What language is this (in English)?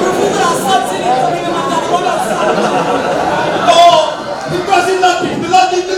Neapolitan